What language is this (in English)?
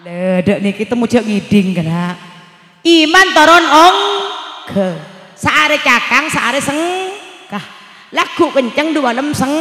Madurese